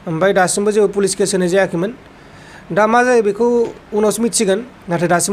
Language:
Bodo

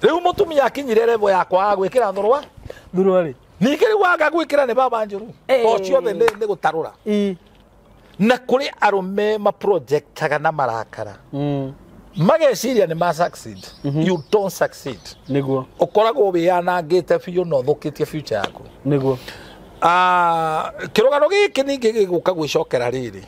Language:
Kikuyu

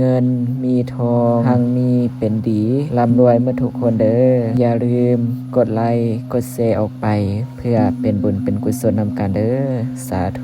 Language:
Lao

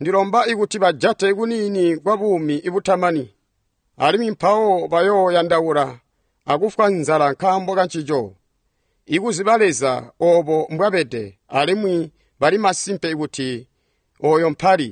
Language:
Tonga (Zambia)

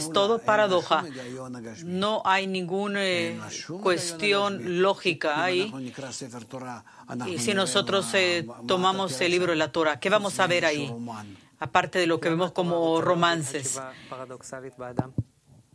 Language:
Spanish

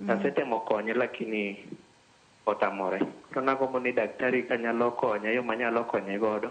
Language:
Luo (Kenya and Tanzania)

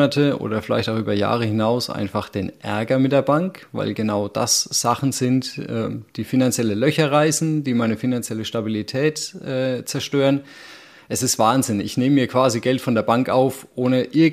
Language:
German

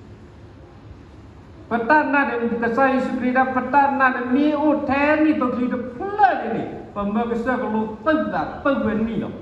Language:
S'gaw Karen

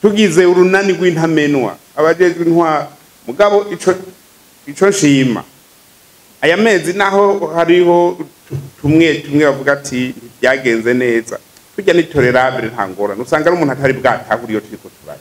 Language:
Rundi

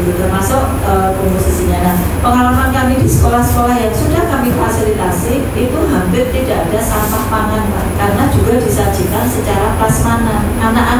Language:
Indonesian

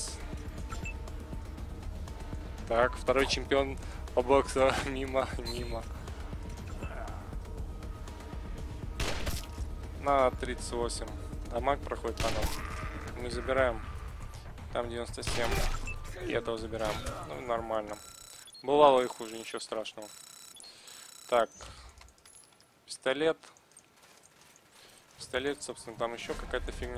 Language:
Russian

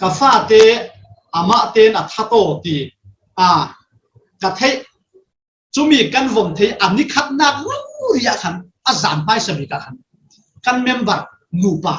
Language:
Falam Chin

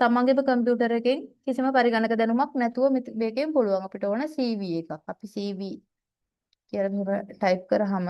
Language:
Sinhala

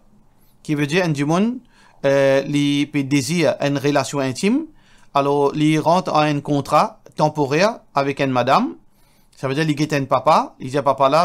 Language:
Morisyen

